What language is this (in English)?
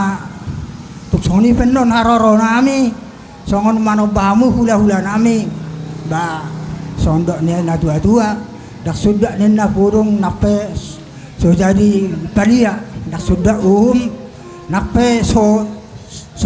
Batak Toba